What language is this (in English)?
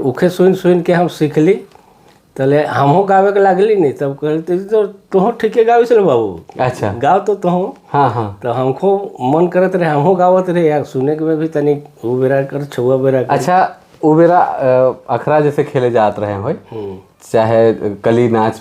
Sadri